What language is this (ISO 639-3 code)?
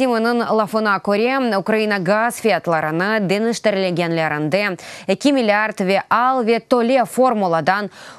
crh